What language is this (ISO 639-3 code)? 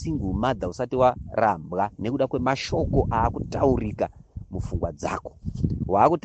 sna